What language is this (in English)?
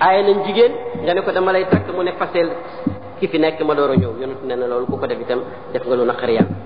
Wolof